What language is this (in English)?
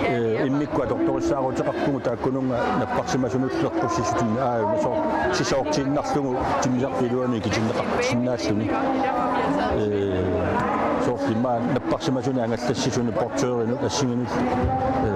Kalaallisut